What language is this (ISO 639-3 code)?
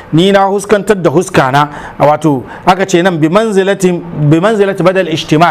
hau